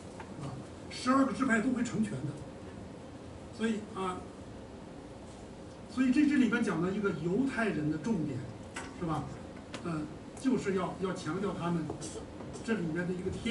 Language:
Chinese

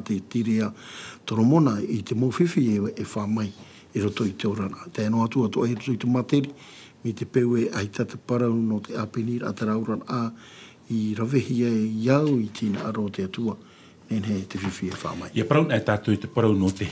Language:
Tahitian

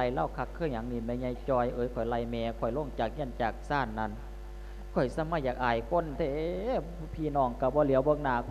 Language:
Lao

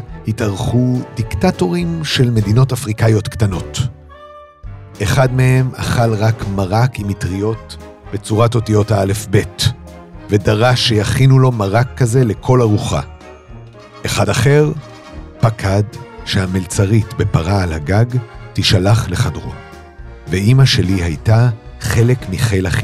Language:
Hebrew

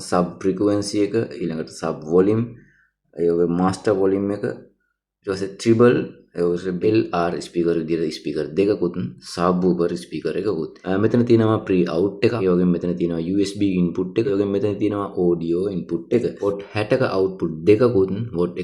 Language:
Sinhala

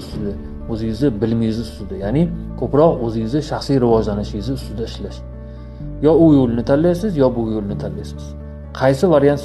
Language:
Uzbek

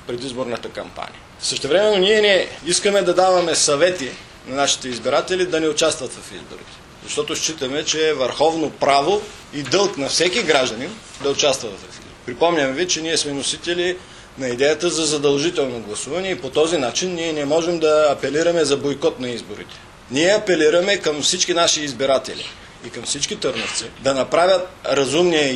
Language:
Bulgarian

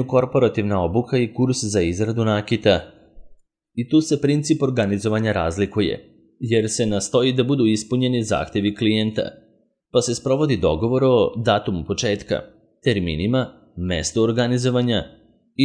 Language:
Serbian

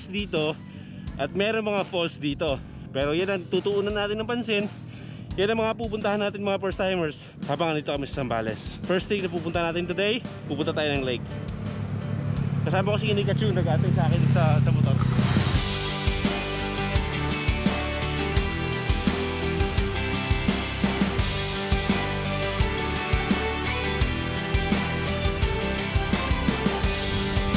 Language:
Filipino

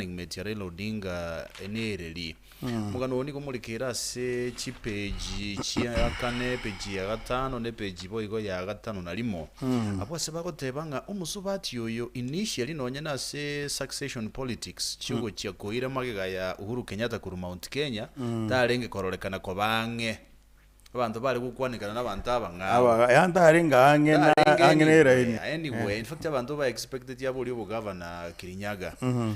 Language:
Gusii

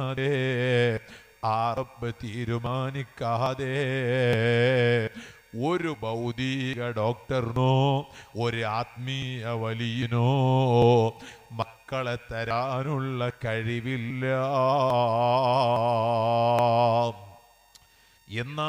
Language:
Malayalam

